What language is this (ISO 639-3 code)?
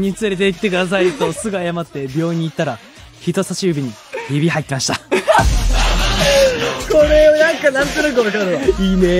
jpn